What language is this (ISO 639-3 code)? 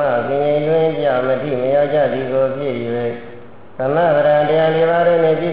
mya